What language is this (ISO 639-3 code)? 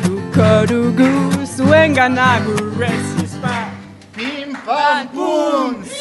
eus